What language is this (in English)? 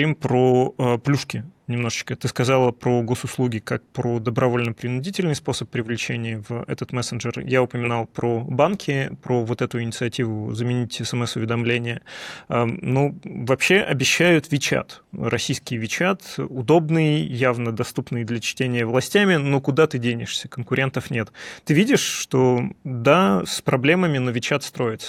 Russian